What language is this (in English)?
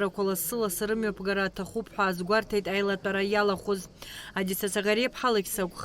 Abkhazian